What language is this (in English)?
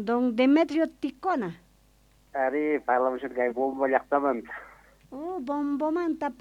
South Bolivian Quechua